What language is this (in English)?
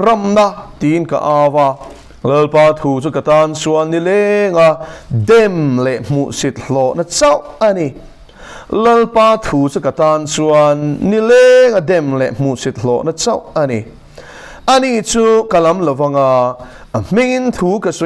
Mizo